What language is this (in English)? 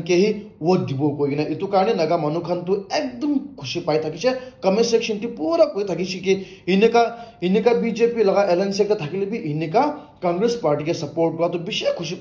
Naga Pidgin